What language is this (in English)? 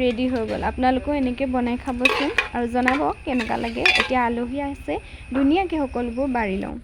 Assamese